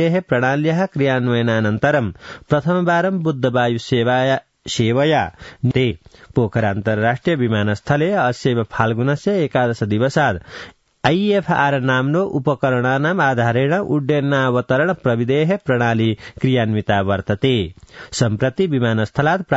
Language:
Sanskrit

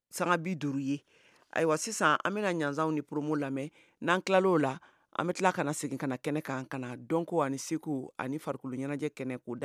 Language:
Bambara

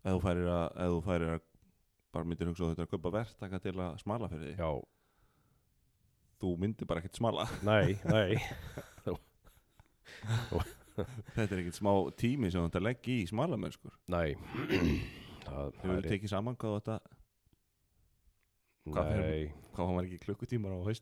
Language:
Icelandic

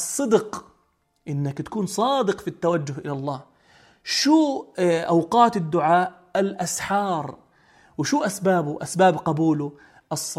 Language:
North Levantine Arabic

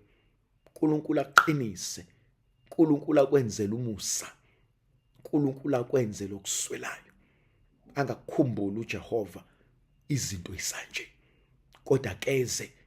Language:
Zulu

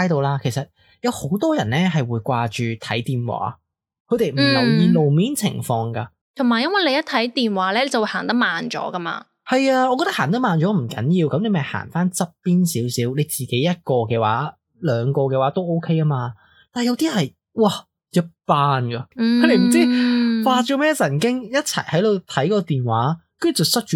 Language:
Cantonese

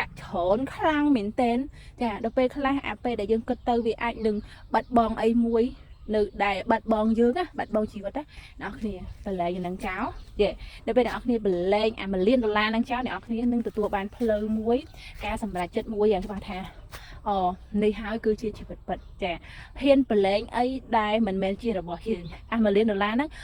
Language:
Khmer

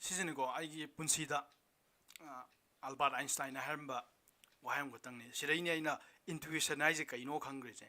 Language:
Manipuri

